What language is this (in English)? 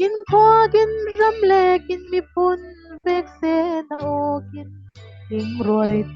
Falam Chin